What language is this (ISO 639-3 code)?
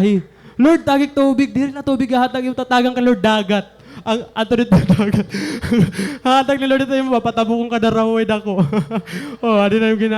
war